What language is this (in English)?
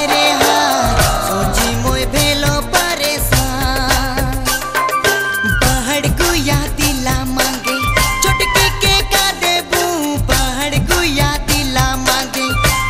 Sadri